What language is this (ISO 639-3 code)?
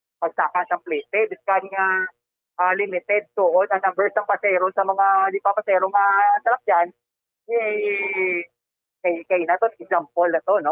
hil